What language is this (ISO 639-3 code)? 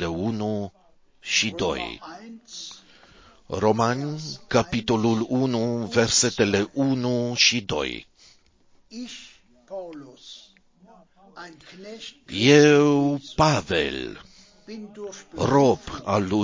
ron